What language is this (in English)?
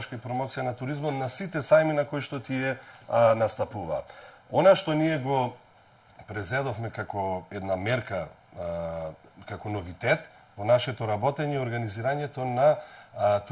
Macedonian